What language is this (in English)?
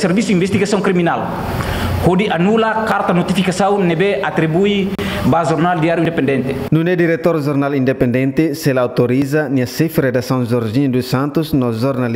Tetum